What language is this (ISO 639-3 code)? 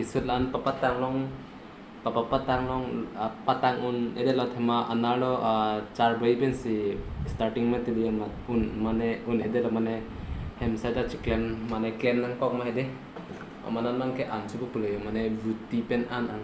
mjw